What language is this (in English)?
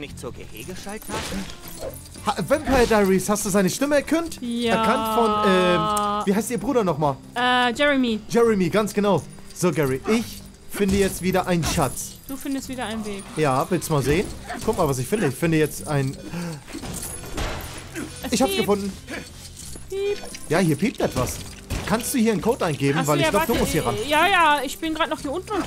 German